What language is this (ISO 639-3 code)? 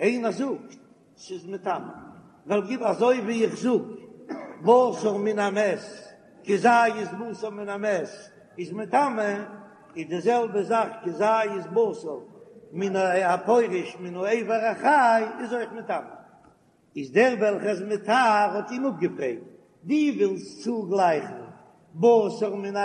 yid